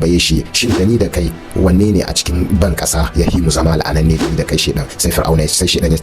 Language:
Hausa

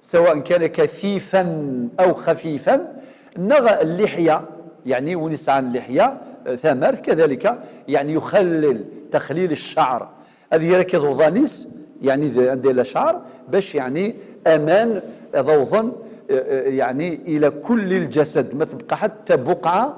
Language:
Algerian Arabic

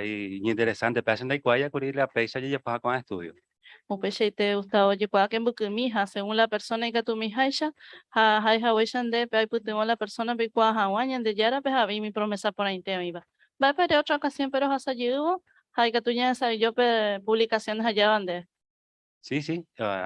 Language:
Guarani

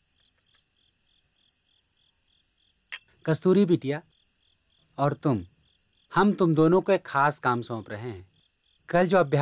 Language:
Hindi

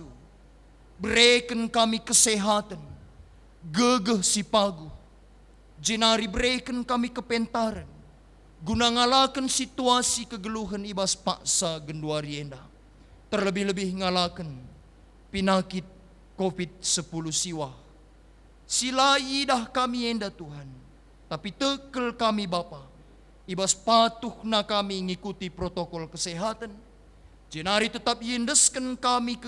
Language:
Batak Karo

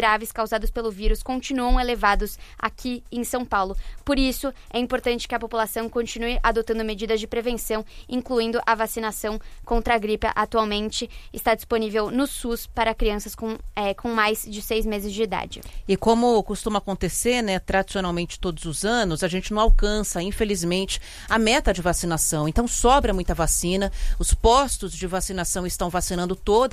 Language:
Portuguese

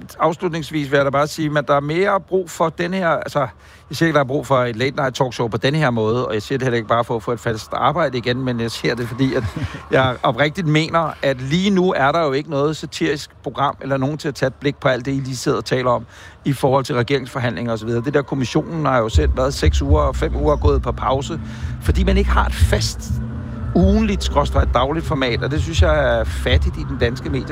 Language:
Danish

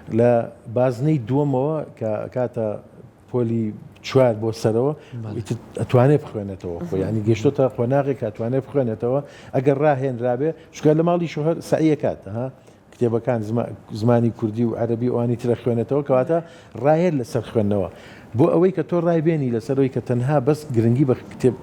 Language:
Central Kurdish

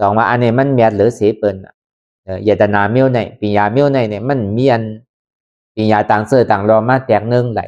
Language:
Lü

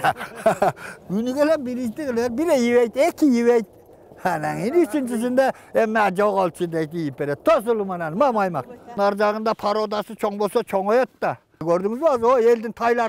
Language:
Kyrgyz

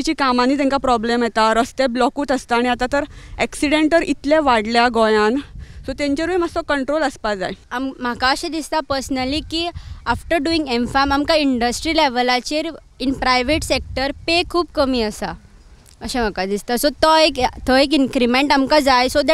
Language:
Konkani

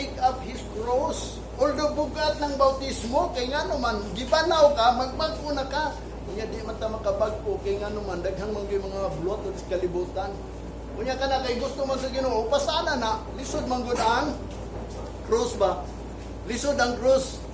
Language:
Cebuano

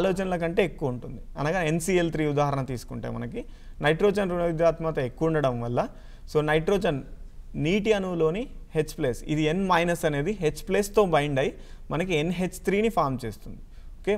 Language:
Telugu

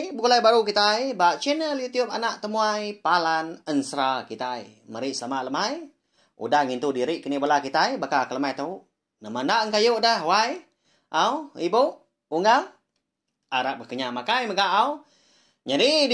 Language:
Iban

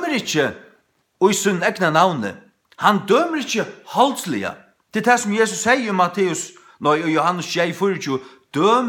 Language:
Faroese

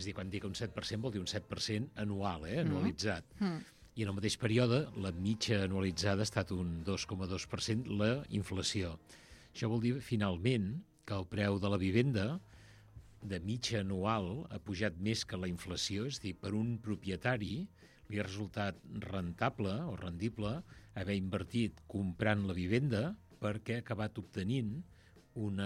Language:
Catalan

